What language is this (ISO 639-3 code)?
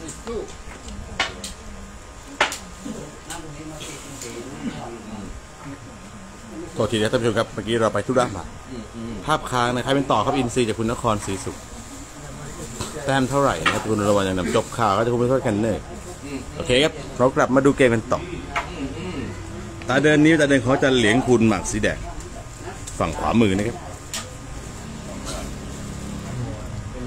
tha